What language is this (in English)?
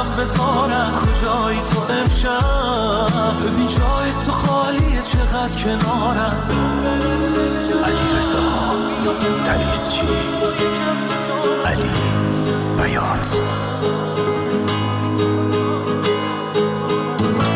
Persian